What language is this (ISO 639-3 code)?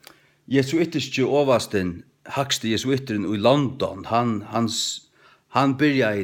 fao